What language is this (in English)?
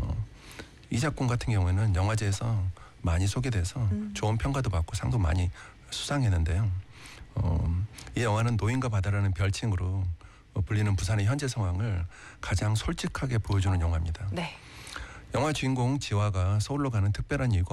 Korean